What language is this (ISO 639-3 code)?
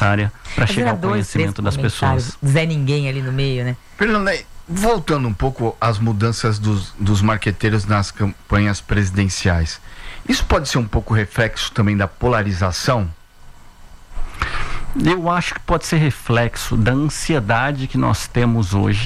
por